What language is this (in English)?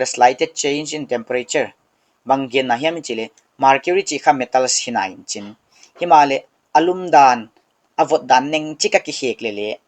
Paite Chin